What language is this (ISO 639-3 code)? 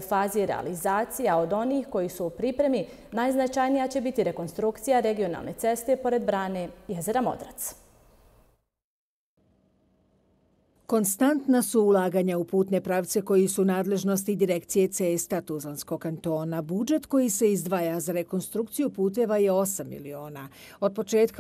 bos